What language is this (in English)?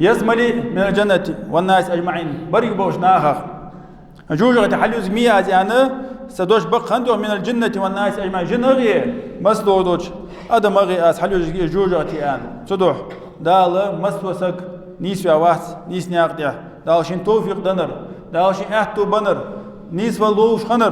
Ingush